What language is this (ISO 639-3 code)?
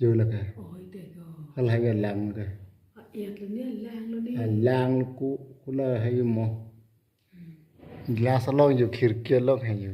mjw